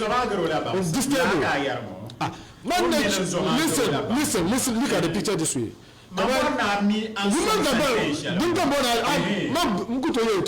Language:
Dagbani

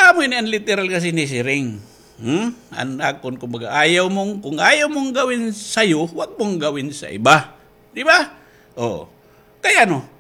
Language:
Waray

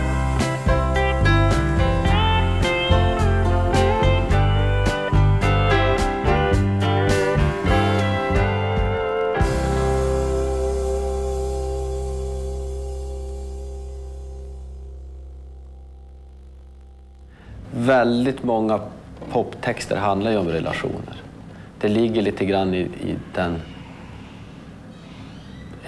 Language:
Swedish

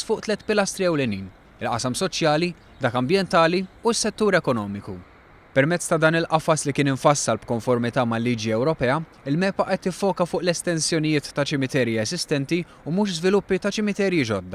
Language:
Maltese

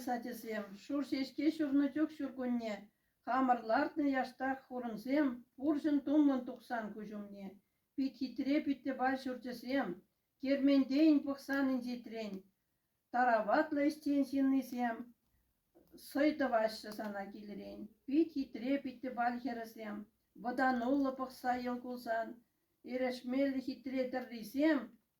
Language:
Chuvash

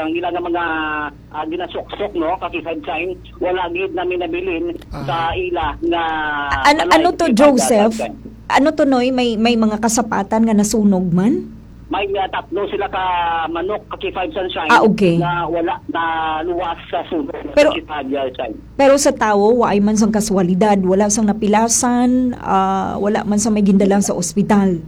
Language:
Hiligaynon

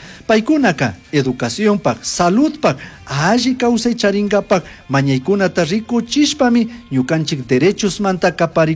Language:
Chimborazo Highland Quichua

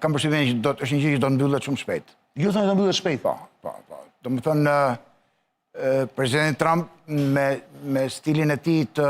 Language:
Albanian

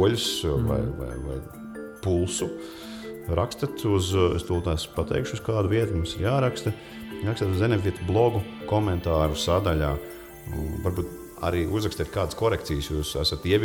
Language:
Latvian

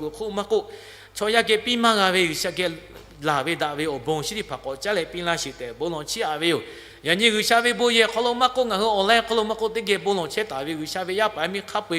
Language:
Lahu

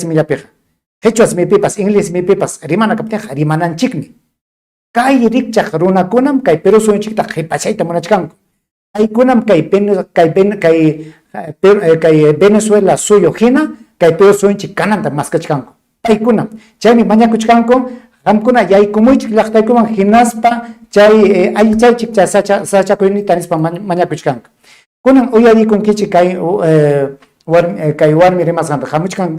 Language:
Ayacucho Quechua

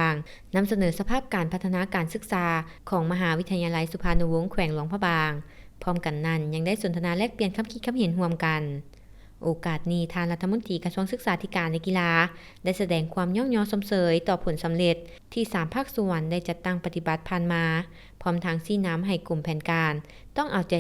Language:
Lao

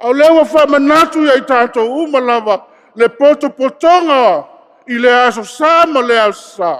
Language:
Samoan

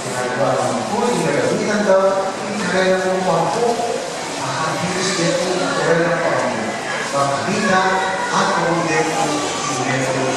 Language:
Pampanga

